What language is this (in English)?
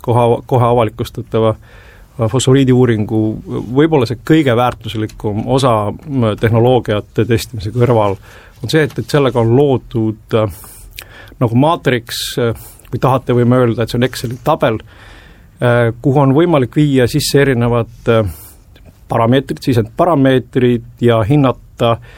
Estonian